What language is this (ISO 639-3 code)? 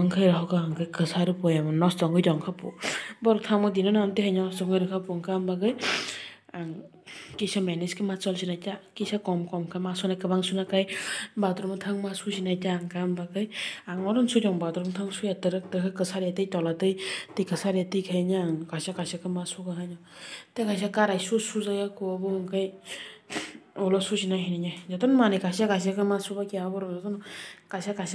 trp